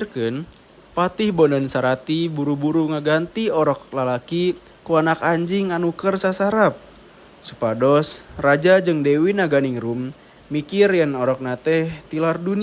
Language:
Sundanese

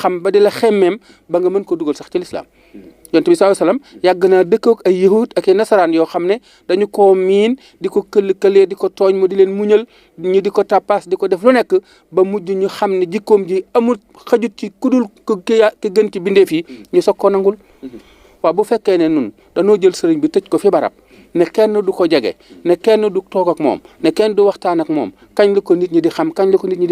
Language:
Wolof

